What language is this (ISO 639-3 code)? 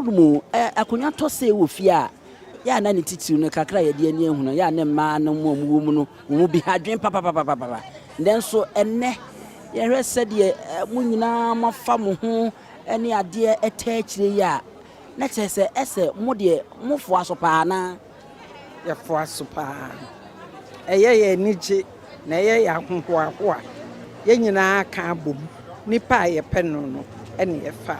aka